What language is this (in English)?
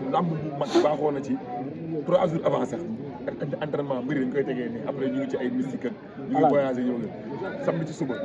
Wolof